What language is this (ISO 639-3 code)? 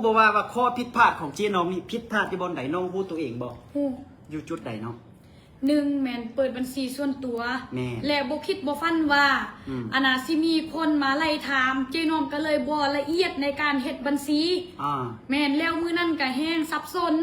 lao